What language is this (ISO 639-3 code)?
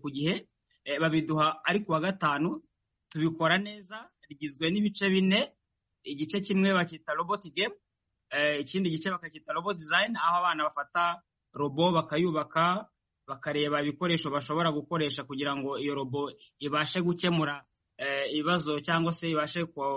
kin